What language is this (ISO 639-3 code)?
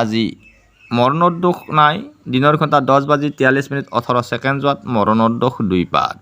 asm